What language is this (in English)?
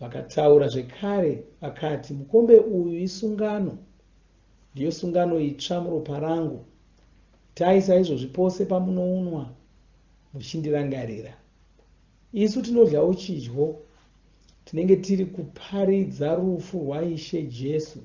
Shona